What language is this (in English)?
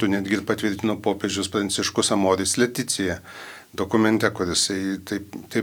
Lithuanian